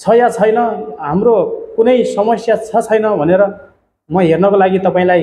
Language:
Nepali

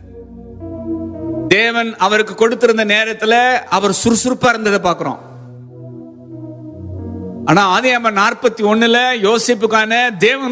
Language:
Tamil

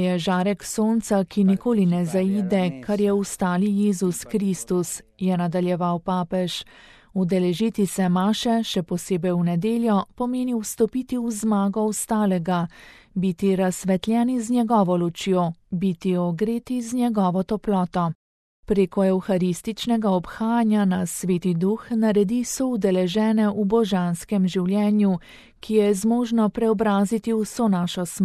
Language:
Slovenian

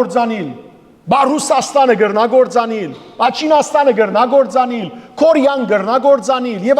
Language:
Western Armenian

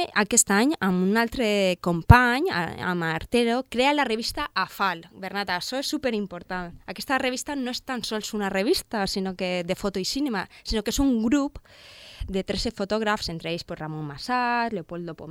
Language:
Catalan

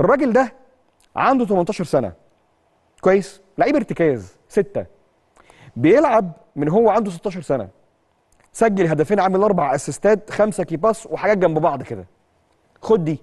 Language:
Egyptian Arabic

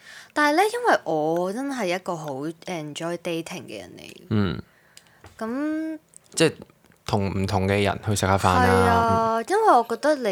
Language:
Cantonese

